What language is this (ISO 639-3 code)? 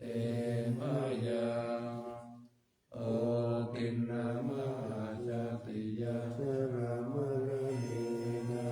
pli